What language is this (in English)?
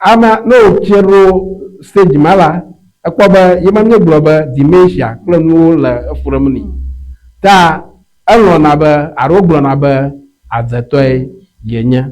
Ewe